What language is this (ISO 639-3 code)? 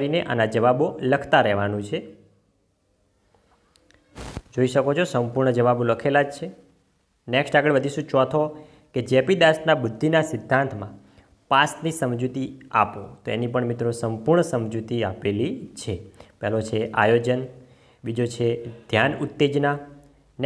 guj